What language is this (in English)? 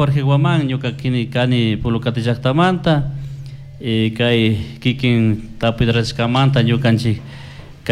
Chimborazo Highland Quichua